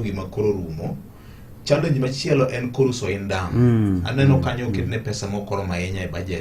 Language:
Luo (Kenya and Tanzania)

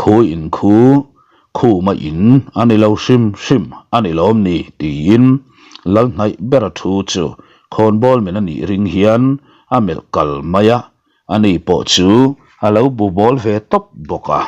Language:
Mizo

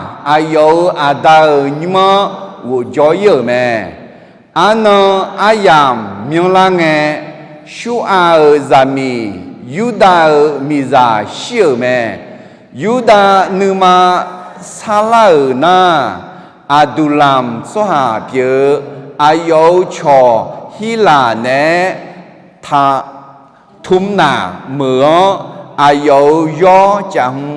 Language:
Akha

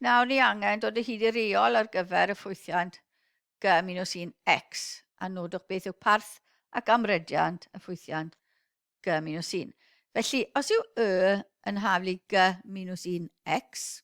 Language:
Welsh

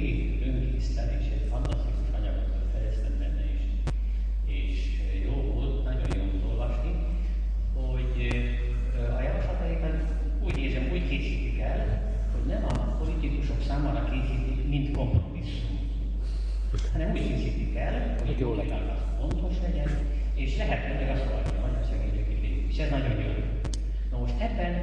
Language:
Hungarian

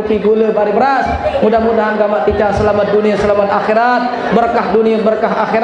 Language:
Sasak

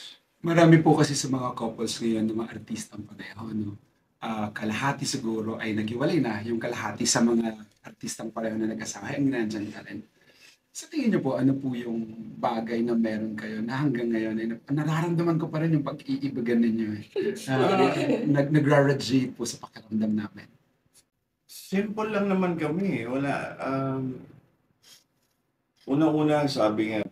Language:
Filipino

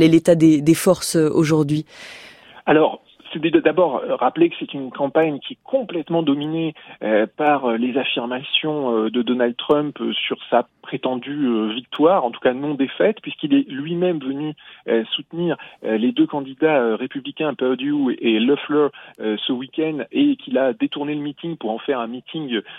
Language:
French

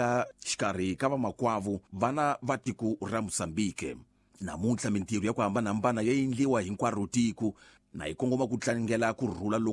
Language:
Tsonga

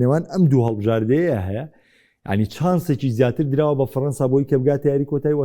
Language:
Central Kurdish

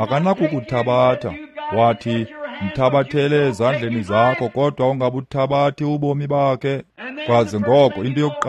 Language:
Xhosa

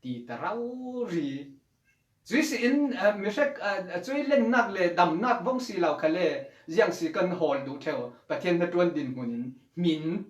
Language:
Falam Chin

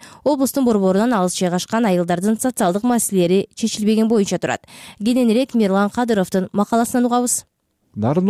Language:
Kyrgyz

